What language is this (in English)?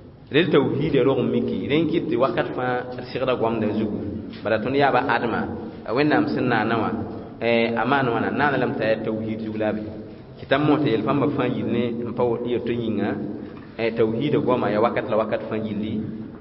Mossi